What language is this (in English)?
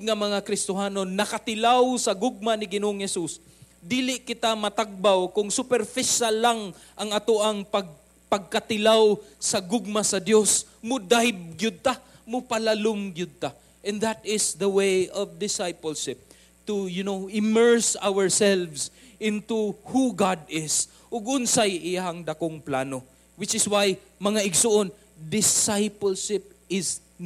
Cebuano